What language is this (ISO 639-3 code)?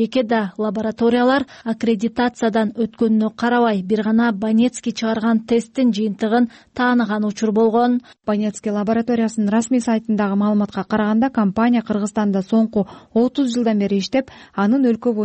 kir